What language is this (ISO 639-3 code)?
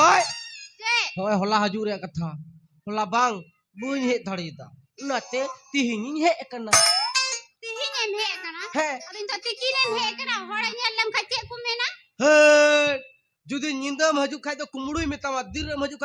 sat